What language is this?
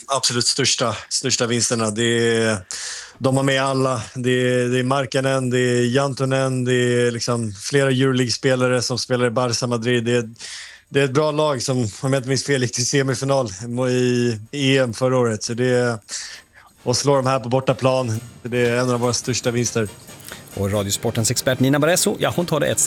Swedish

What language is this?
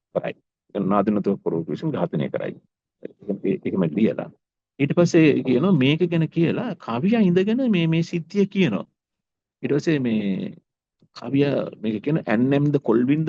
Sinhala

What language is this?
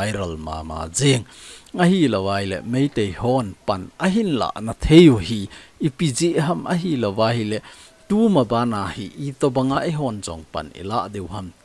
Thado Chin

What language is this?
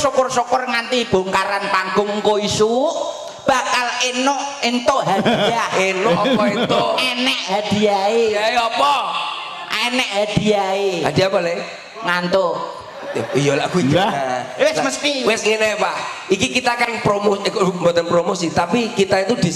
Javanese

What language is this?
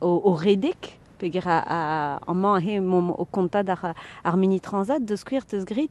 Breton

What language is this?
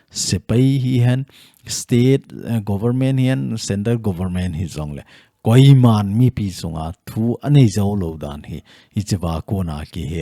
Thado Chin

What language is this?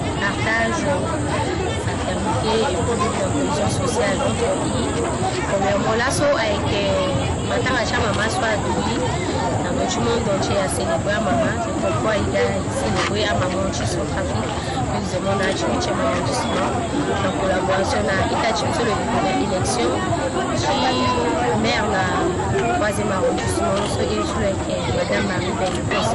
Sango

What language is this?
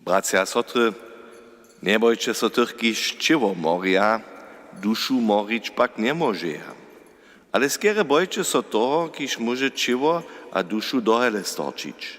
Upper Sorbian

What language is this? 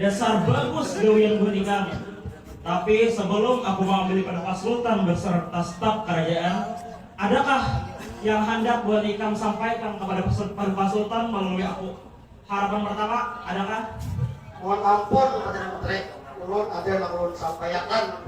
Banjar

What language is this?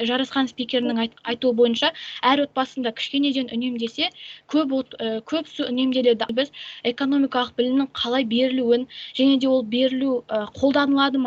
Kazakh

